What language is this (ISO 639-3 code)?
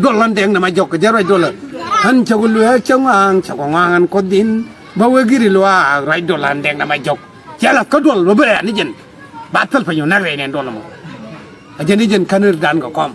nus